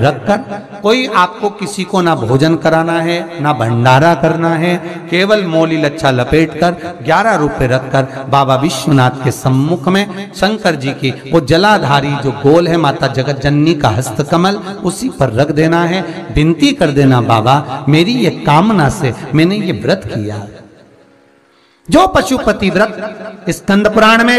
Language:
Hindi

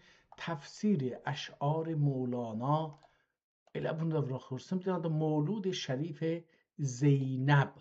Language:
South Azerbaijani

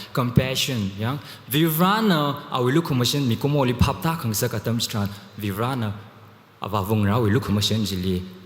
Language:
Tangkhul Naga (India)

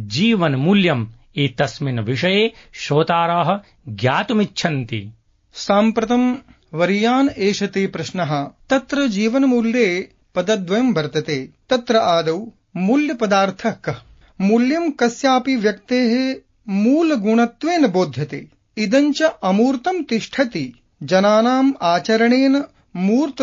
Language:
Sanskrit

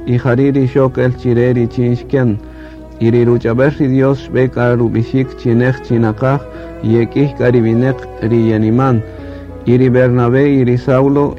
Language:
Kaqchikel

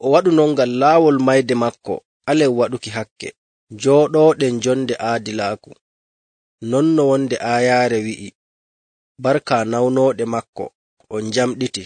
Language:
Nigerian Fulfulde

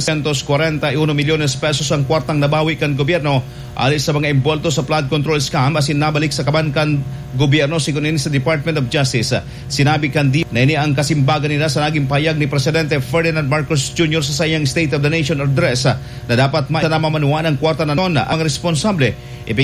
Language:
Bikol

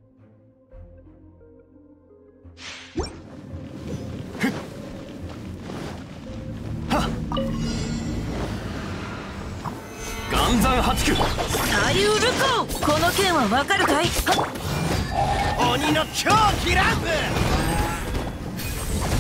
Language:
Japanese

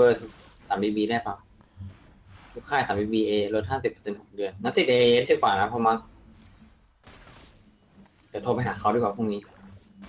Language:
Thai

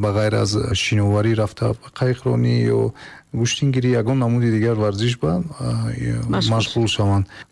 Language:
Tajik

